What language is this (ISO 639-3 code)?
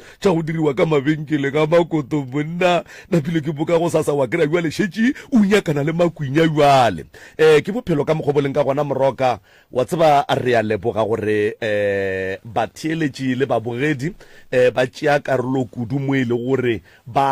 nso